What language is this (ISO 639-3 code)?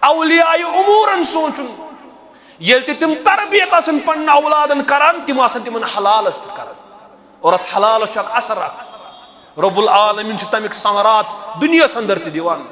kas